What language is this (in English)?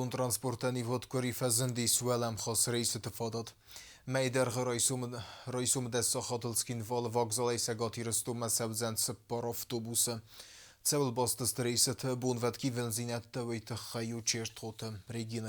Ossetic